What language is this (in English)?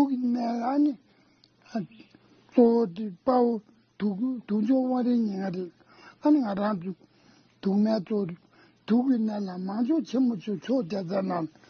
Tibetan